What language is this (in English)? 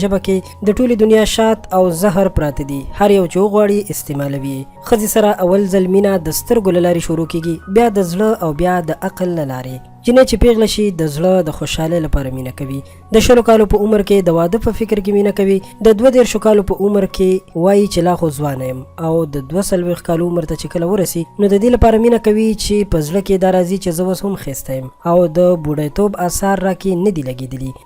Pashto